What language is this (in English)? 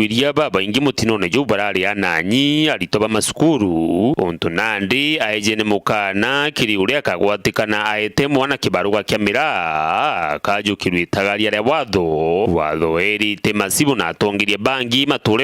Meru